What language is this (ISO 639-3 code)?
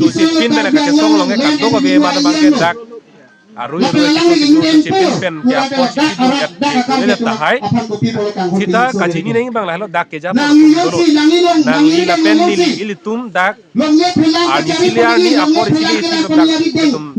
mjw